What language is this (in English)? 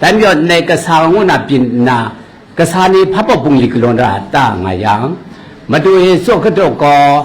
Kachin